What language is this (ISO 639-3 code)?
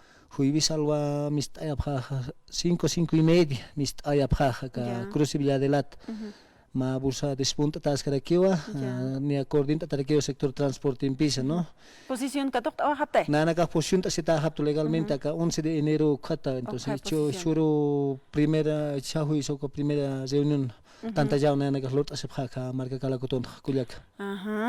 aym